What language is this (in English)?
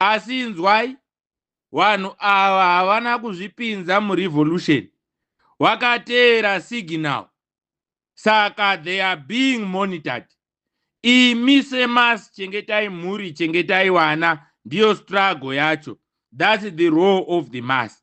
Shona